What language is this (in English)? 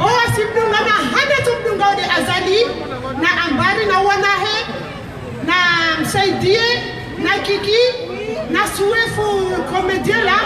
Ngazidja Comorian